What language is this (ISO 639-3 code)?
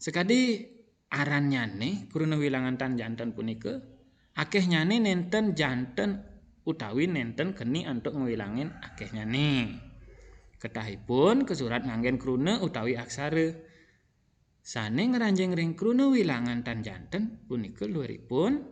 ban